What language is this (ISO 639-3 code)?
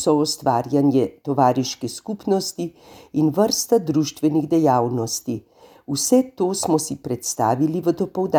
slv